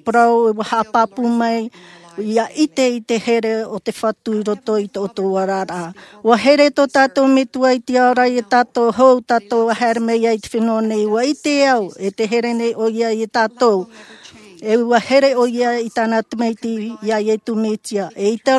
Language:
Tahitian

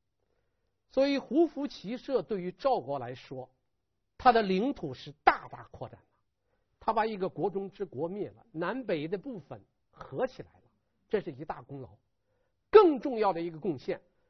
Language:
Chinese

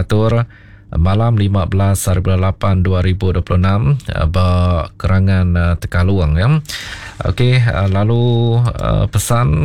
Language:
Iban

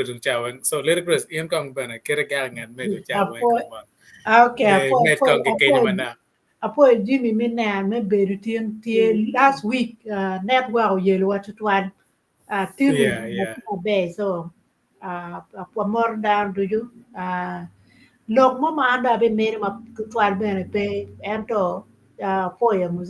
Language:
Acoli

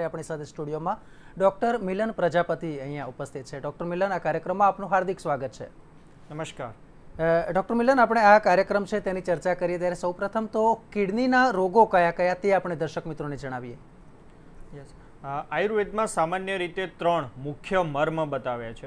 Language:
Gujarati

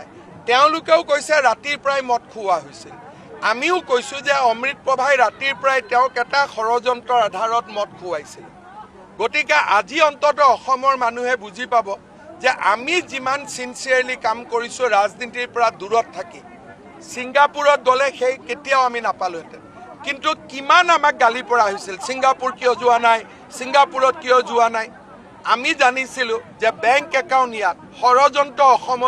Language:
Assamese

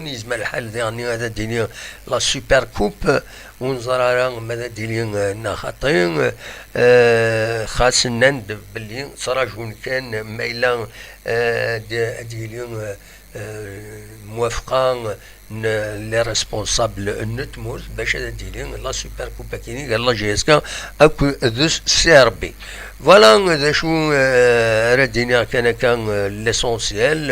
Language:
Kabyle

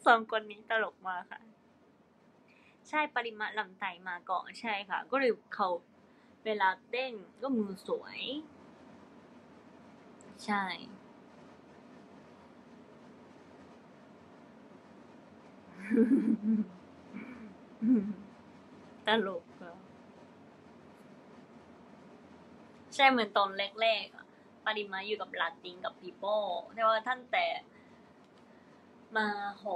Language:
Thai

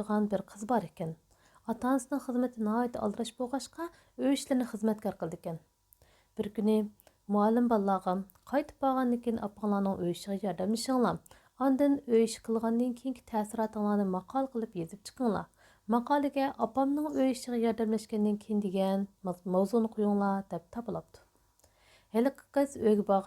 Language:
Uyghur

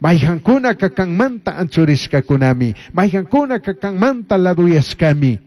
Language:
Chimborazo Highland Quichua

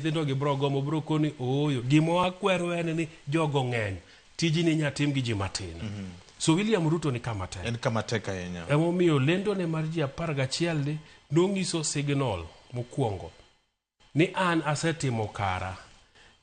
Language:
Luo (Kenya and Tanzania)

